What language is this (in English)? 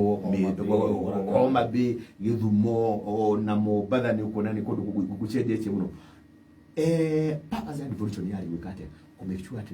Kikuyu